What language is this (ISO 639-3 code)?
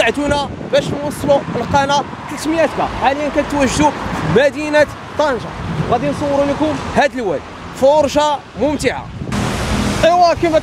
ary